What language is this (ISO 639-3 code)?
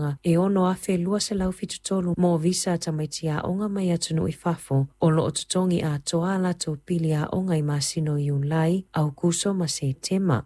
smo